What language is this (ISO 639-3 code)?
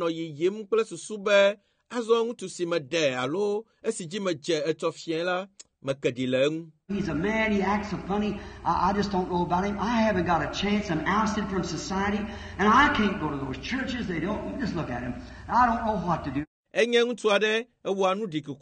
ewe